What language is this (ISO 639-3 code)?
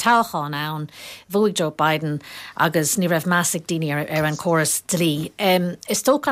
gle